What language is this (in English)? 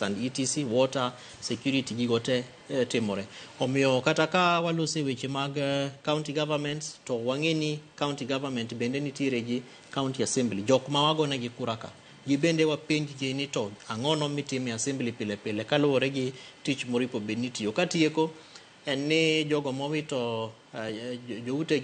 Luo (Kenya and Tanzania)